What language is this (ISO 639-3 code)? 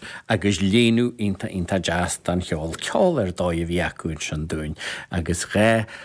gle